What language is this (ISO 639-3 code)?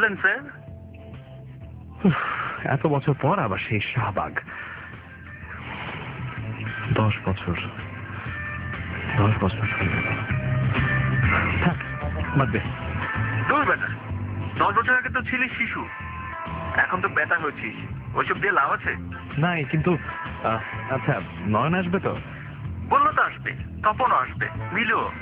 ben